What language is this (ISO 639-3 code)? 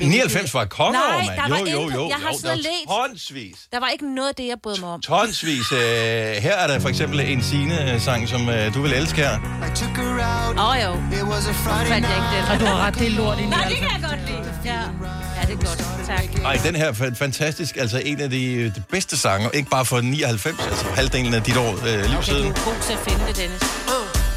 dan